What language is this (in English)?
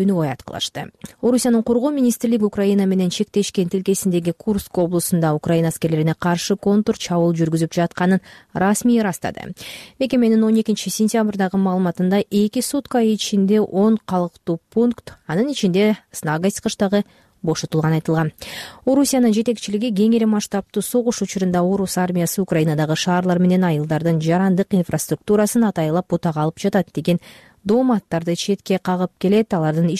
Kyrgyz